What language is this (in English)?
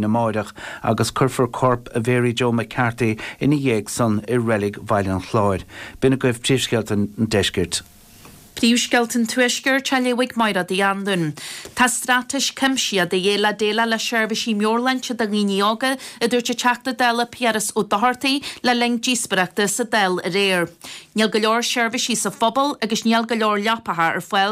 Irish